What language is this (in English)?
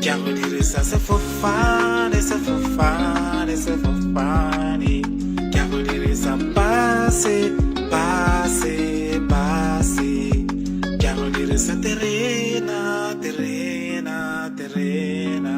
Tswana